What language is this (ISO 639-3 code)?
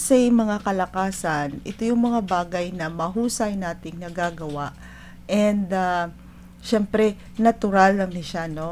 hil